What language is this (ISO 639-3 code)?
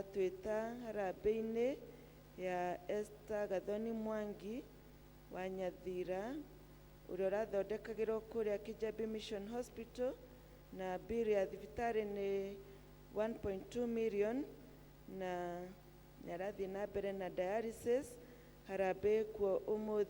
kik